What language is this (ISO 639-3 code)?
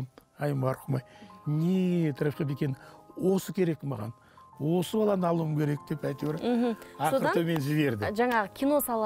kaz